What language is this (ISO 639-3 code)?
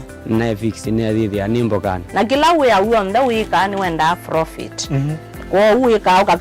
kam